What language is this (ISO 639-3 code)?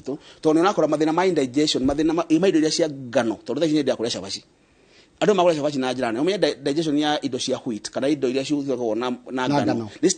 kik